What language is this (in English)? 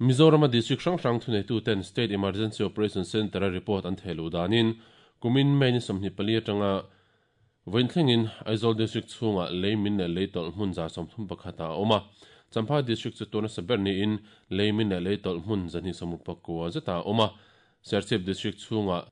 Mizo